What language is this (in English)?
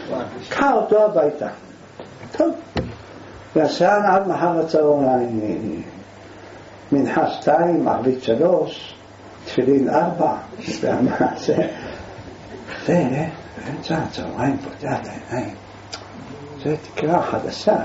Hebrew